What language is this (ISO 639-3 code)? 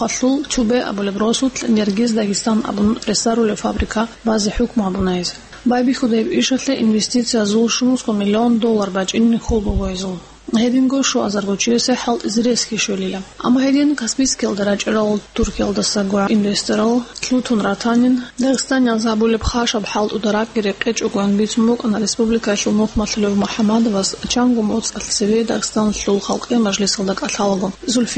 ava